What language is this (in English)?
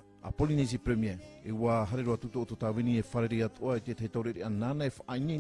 Tahitian